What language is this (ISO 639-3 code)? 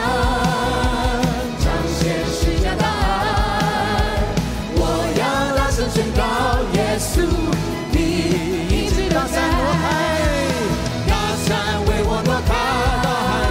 zho